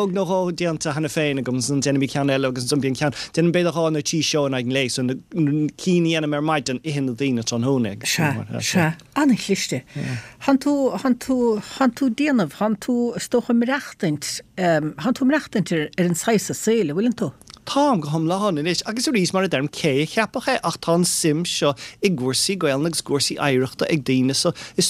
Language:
Irish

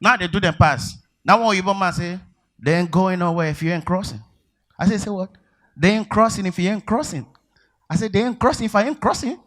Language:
Nigerian Pidgin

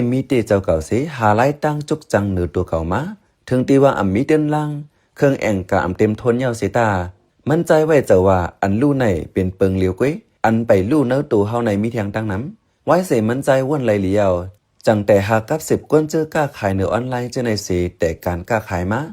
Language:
Shan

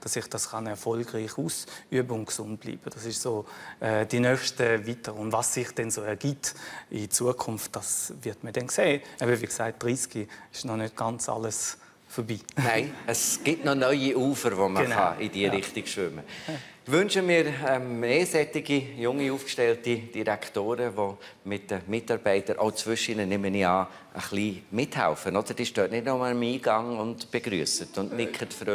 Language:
Swiss German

